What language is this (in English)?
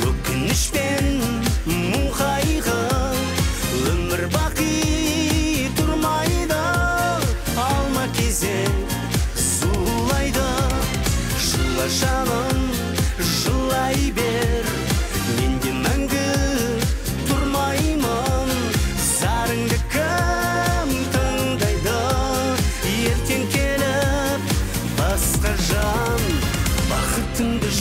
Kazakh